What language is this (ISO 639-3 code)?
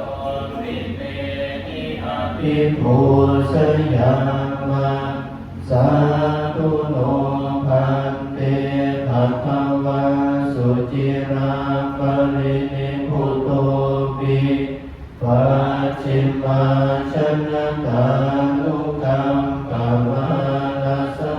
pli